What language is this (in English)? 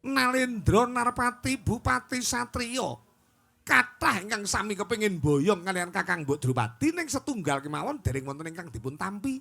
Javanese